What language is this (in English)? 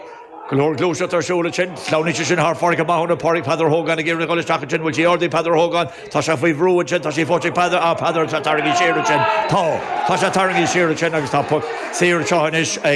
Irish